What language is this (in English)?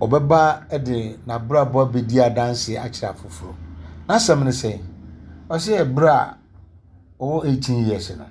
Akan